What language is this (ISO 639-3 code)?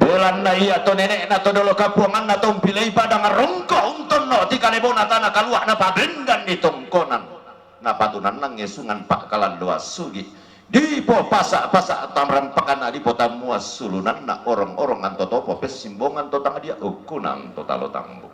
sda